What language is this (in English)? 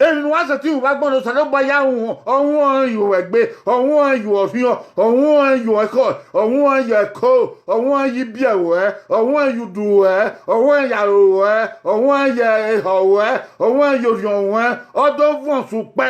Bini